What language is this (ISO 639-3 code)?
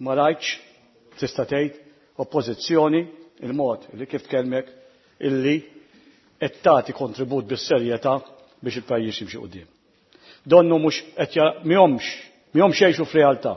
mlt